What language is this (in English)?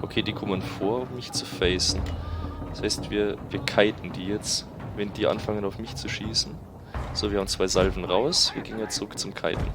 Bavarian